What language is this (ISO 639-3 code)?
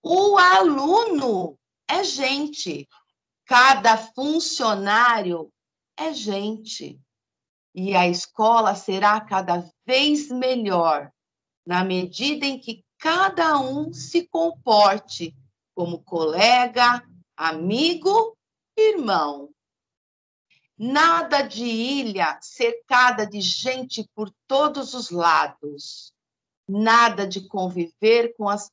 por